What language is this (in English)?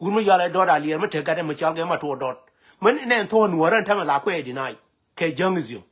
Nuer